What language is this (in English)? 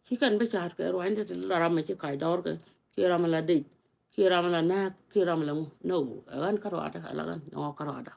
Nuer